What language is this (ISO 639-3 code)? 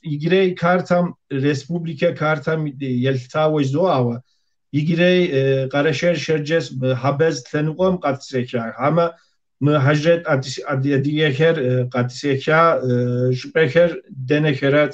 kbd